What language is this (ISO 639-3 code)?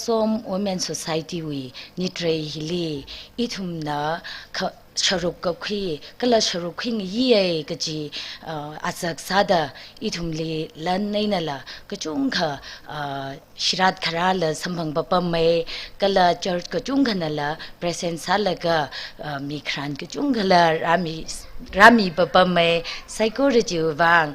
nmf